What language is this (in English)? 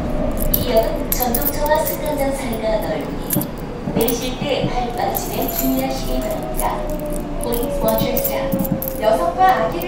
Korean